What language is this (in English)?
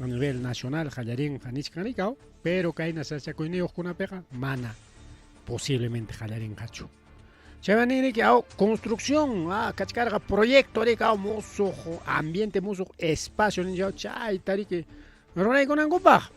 Ayacucho Quechua